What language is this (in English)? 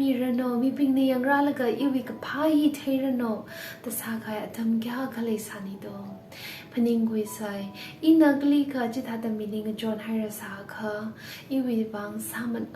Tangkhul Naga (India)